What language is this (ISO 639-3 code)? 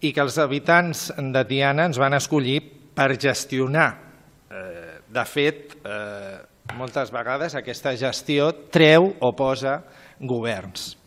cat